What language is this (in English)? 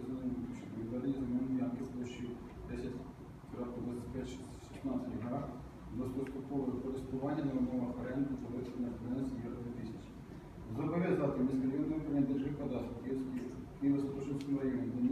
Ukrainian